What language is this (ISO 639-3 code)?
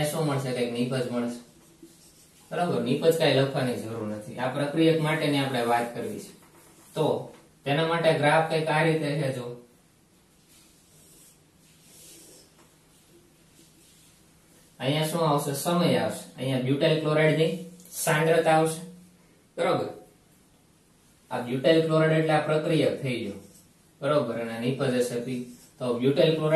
guj